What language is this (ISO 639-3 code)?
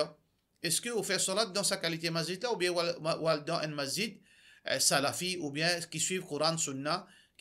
mfe